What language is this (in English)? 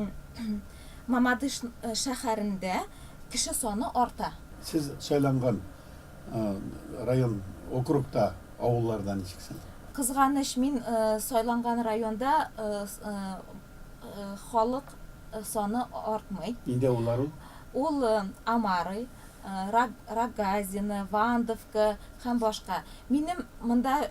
Tatar